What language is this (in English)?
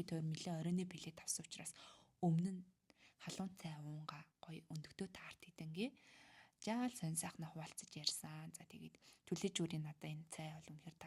Mongolian